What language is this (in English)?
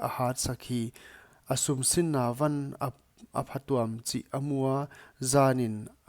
Paite Chin